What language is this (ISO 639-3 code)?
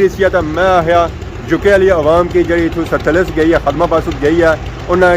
phr